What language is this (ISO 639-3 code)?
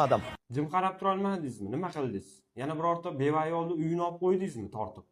uzb